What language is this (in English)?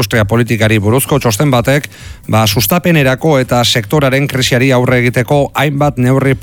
Basque